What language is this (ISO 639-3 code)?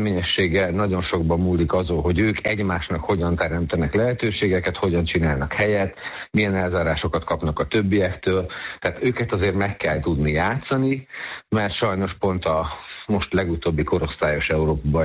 hun